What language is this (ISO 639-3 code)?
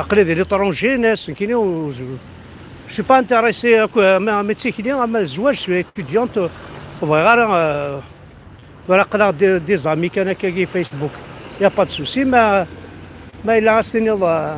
kab